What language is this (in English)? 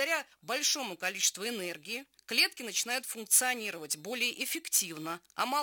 Russian